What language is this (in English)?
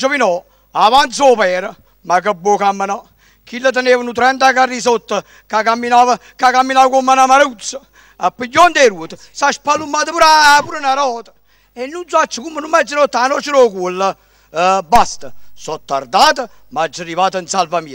Neapolitan